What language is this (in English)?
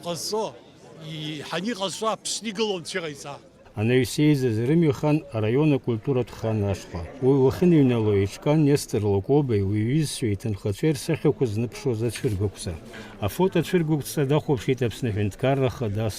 Abkhazian